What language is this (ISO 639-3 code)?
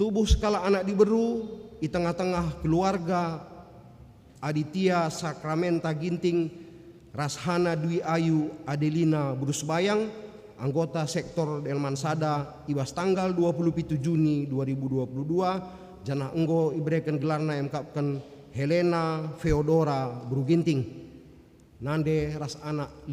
btx